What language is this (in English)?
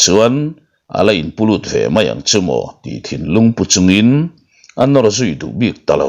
Mizo